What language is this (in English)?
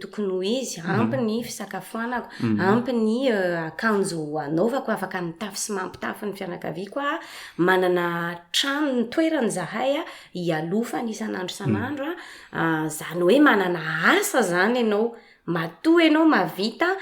Malagasy